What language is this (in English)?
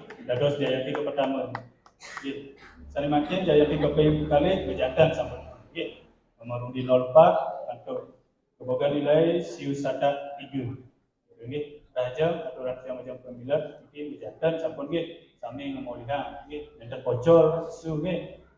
Balinese